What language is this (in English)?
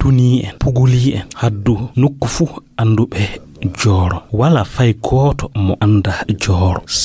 Fula